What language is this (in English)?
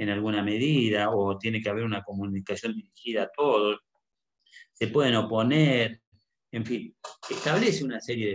Spanish